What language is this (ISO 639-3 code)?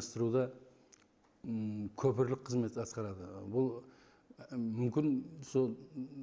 kaa